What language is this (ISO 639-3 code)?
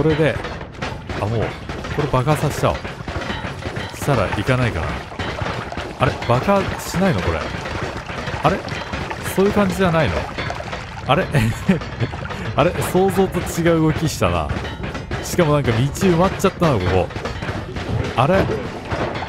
jpn